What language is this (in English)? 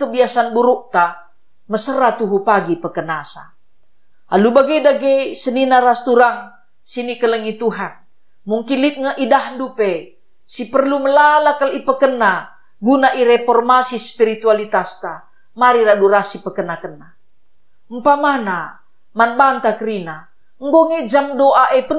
Batak Karo